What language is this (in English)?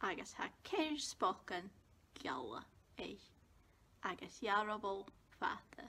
Scottish Gaelic